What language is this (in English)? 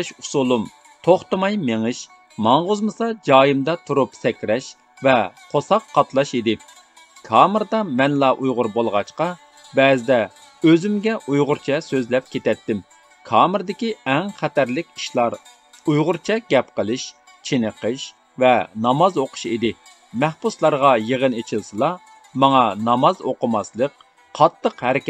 Uyghur